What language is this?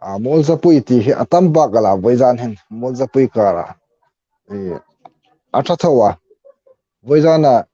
Hmar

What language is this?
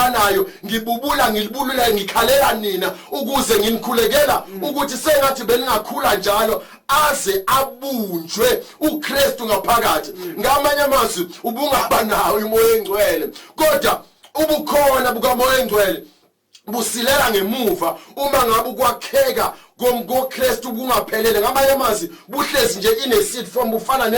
Zulu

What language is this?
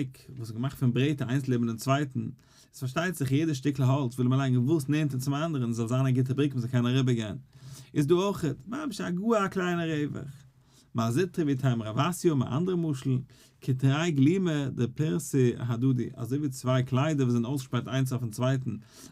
Yiddish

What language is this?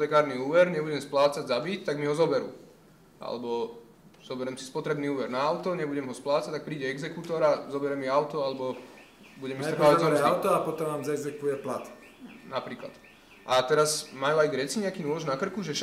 Slovak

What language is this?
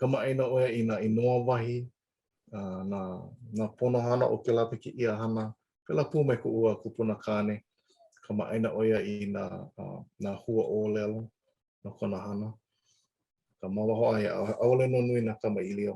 Hawaiian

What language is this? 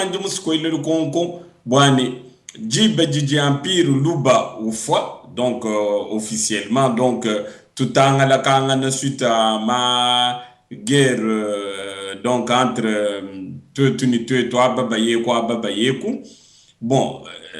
Luba-Lulua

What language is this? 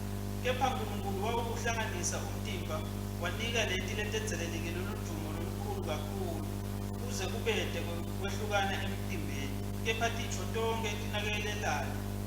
Swati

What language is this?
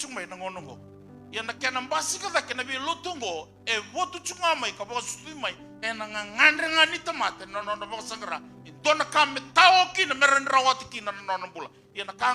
Fijian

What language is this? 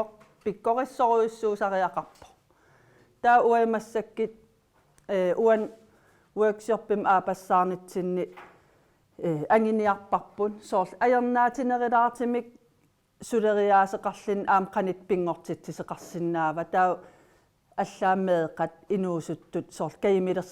Kalaallisut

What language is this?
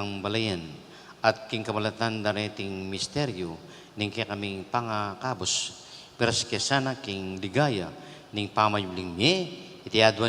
Pampanga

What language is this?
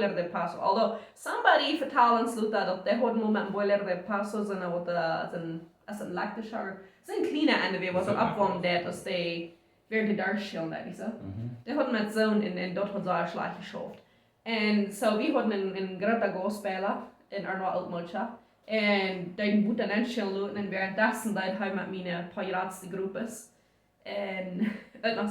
Plautdietsch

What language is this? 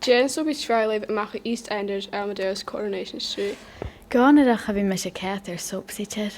Scottish Gaelic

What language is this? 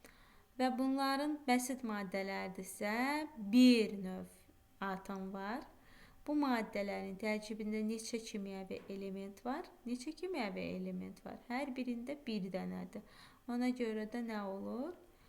Azerbaijani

